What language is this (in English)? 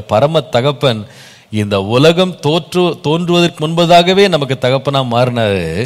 Tamil